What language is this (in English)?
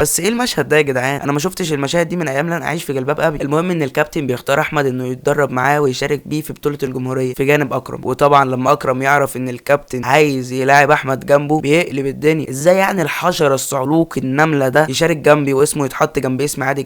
Egyptian Arabic